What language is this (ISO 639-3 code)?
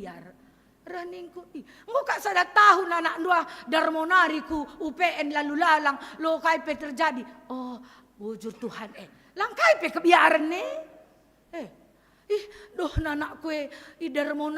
btx